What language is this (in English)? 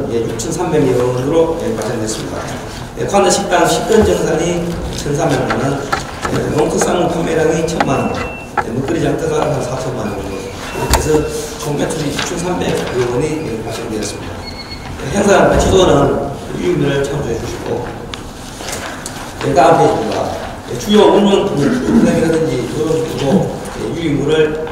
Korean